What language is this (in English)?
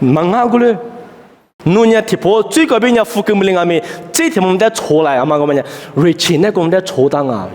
Lisu